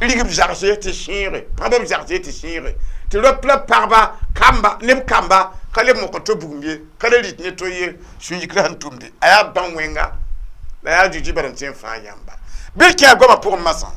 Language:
Mossi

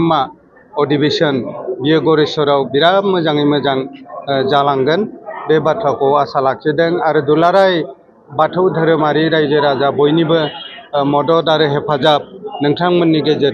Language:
Bodo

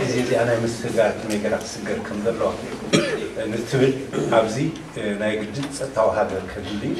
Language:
Tigrinya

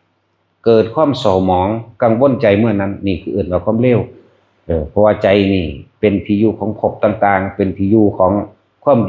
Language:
Northeastern Thai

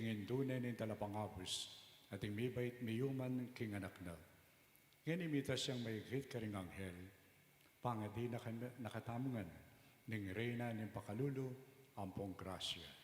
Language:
Pampanga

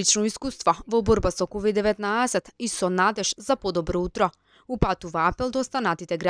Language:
Macedonian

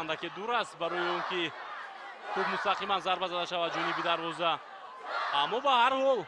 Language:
Tajik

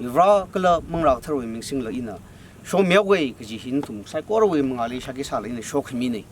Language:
Tangkhul Naga (India)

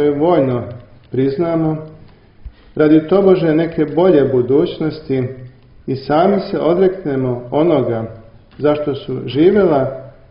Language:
Serbian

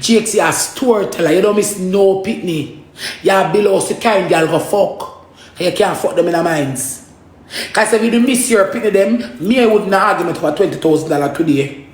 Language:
Jamaican Creole English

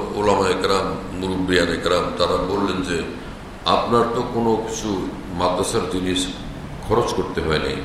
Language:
Bangla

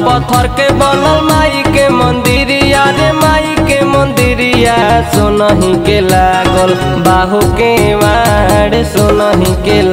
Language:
Bhojpuri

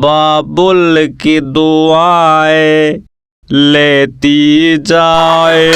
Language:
Haryanvi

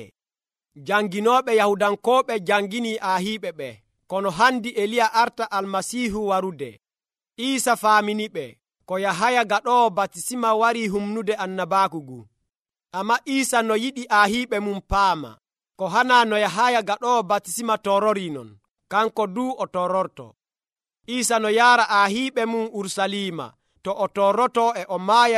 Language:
Nigerian Fulfulde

